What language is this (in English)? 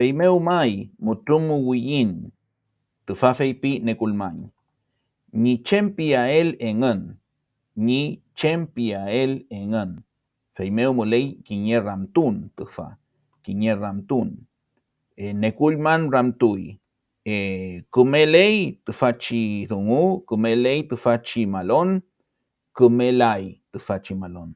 Mapuche